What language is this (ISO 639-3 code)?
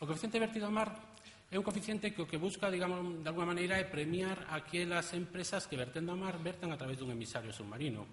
glg